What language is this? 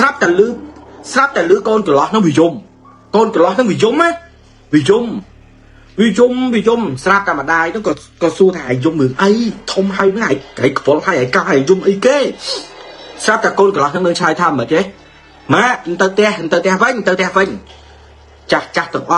Khmer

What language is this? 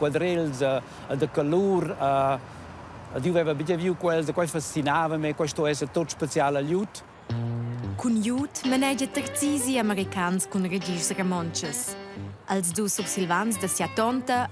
Romansh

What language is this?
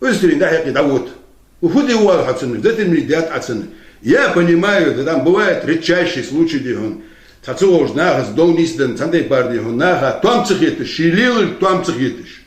Ingush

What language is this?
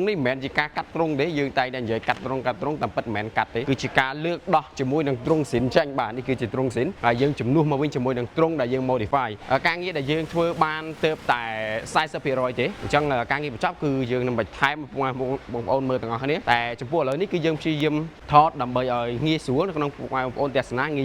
Khmer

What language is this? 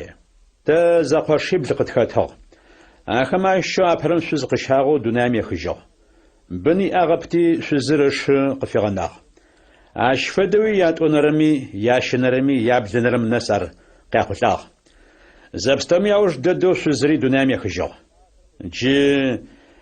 Adyghe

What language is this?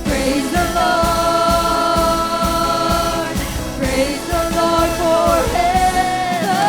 Waray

